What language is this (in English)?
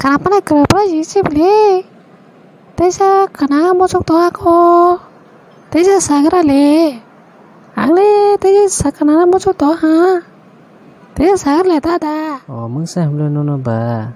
Kok Borok